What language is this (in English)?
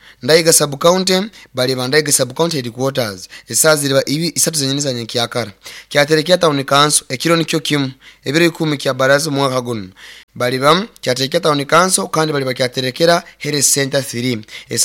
Nyoro